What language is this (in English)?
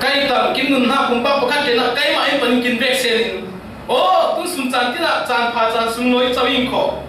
Falam Chin